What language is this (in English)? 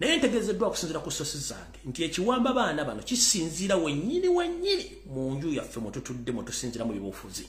Ganda